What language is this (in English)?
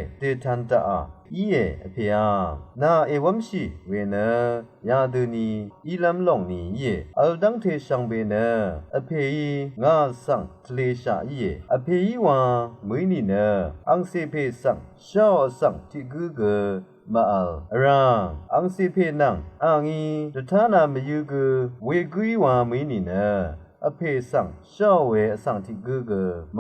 Rawang